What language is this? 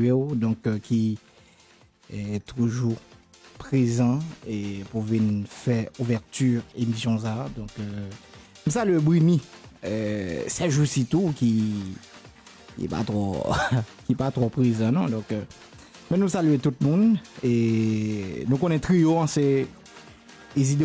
Haitian Creole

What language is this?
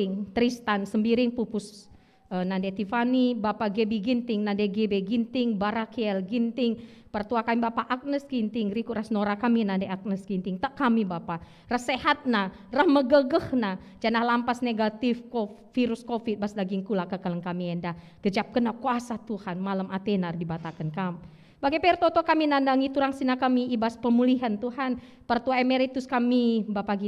Batak Karo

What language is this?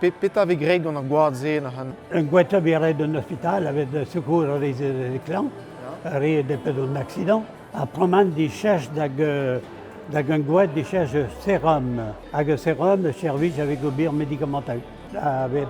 Breton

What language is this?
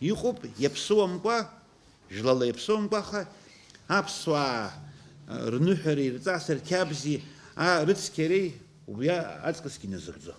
Abkhazian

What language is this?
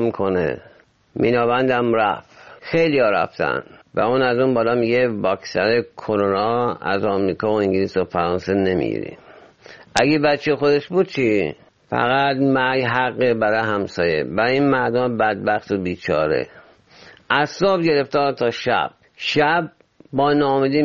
Persian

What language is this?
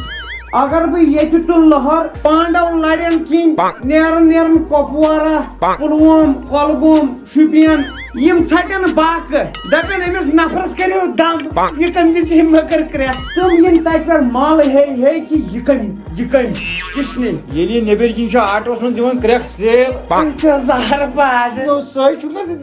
Kashmiri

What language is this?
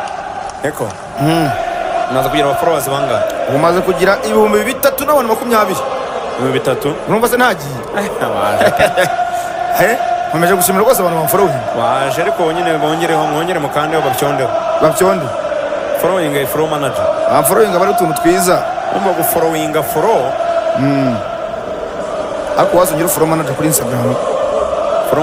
Kinyarwanda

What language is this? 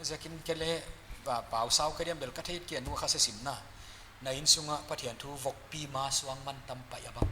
Paite Chin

